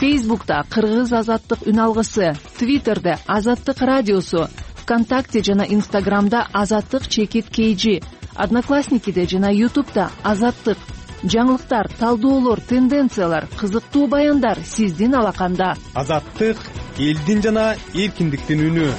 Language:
Kyrgyz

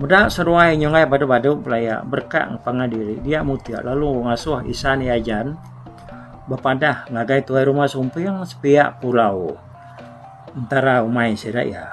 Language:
Iban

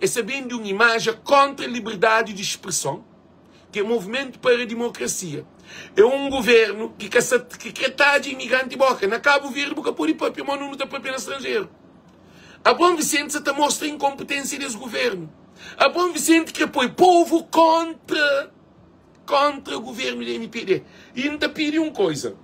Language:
Kabuverdianu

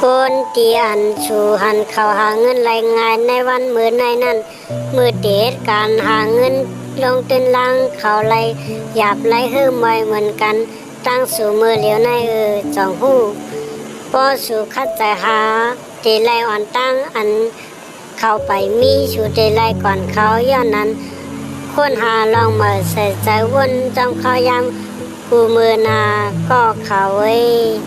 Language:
Shan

